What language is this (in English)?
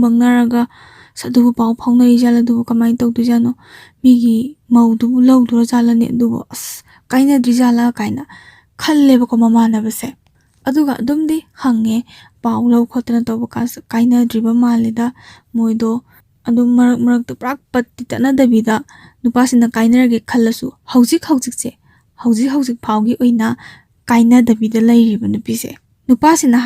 Manipuri